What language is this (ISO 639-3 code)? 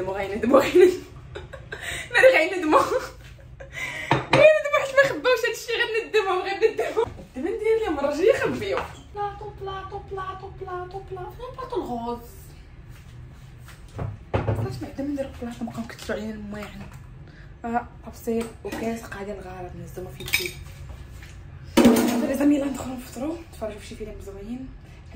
ary